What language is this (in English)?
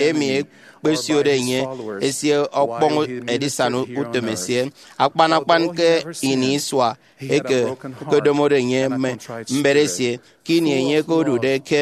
Efik